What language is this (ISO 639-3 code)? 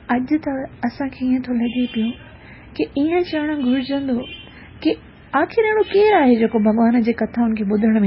snd